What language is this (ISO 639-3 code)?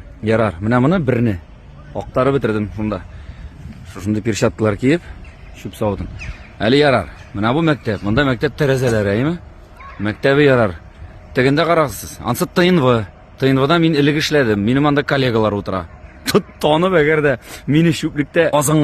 tat